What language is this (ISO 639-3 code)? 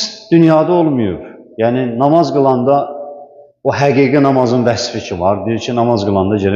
aze